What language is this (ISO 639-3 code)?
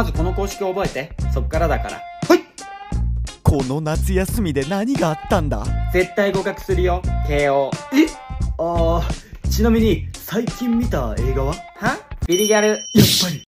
jpn